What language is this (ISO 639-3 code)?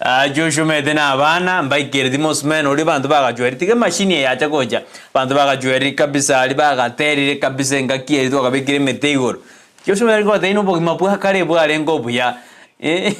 guz